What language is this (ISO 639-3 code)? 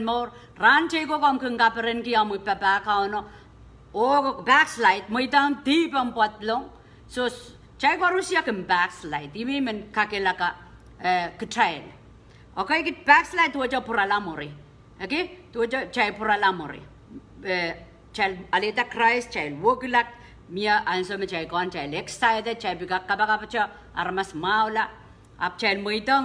pon